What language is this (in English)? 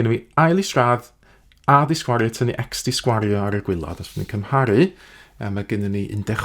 Welsh